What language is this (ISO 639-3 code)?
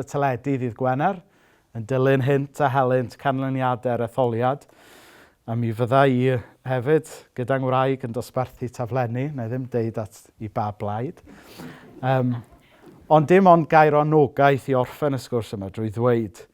cym